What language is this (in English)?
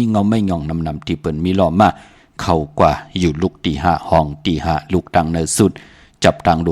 Shan